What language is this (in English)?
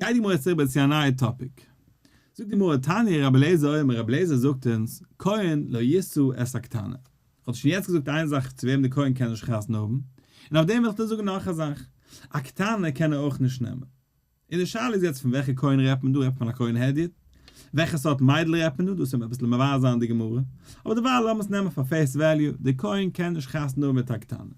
Yiddish